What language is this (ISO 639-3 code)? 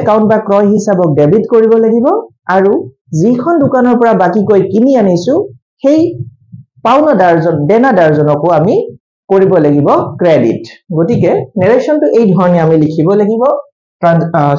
asm